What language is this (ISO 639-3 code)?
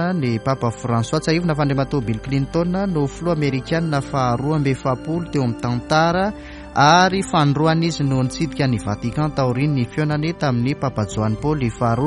mlg